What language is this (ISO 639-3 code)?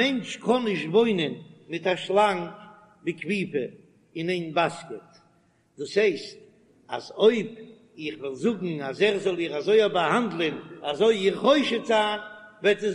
yid